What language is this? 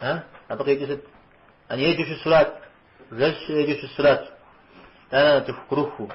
Kabardian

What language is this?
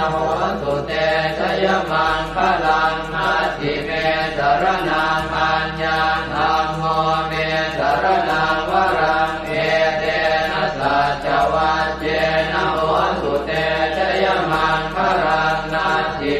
Pali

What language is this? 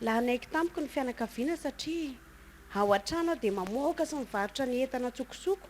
Malagasy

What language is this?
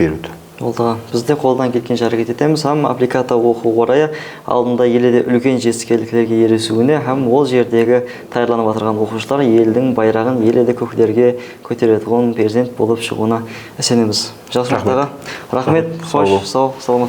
Kara-Kalpak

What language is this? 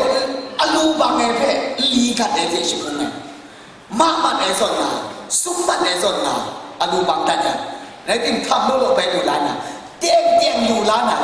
Kachin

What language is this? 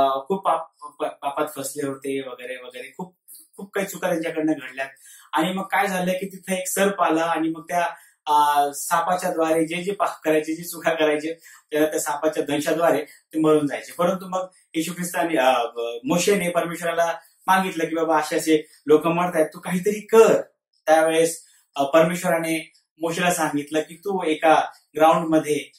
Marathi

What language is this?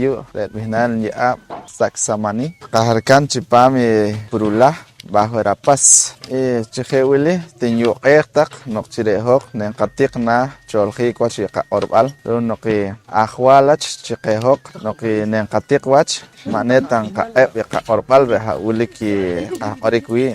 Poqomchi'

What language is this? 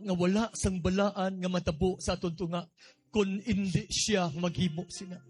Hiligaynon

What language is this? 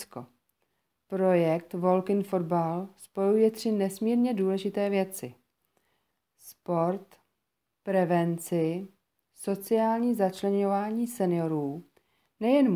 Czech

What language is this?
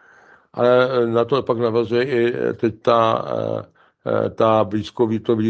Czech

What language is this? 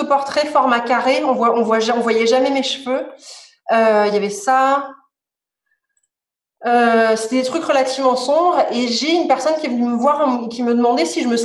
French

